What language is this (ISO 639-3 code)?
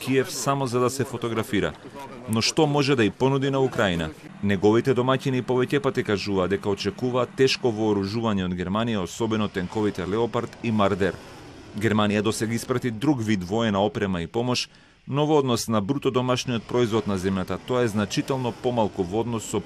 mkd